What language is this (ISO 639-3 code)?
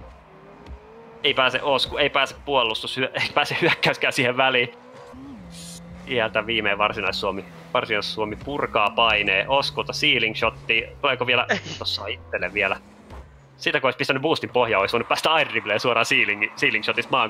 fin